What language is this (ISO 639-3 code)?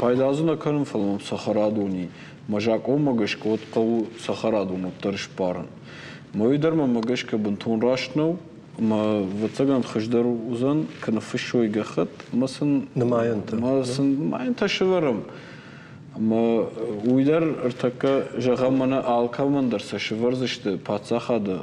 oss